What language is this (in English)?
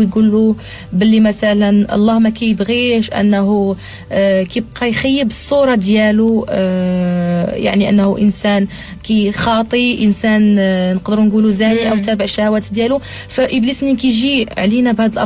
Moroccan Arabic